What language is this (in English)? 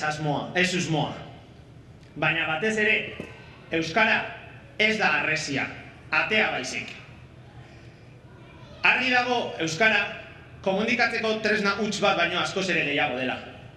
Basque